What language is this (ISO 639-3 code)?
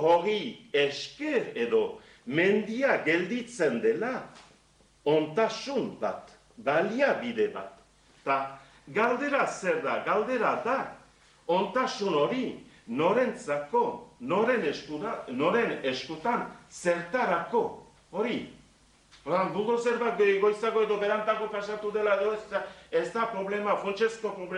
eus